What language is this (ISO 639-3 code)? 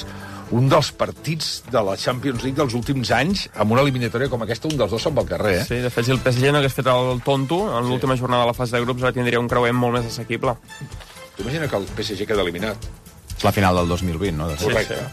cat